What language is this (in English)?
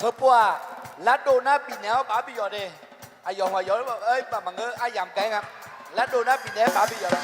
Akha